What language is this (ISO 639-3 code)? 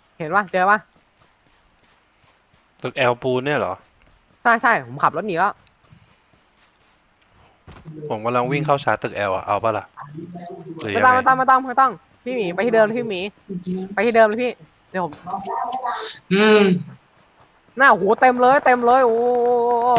tha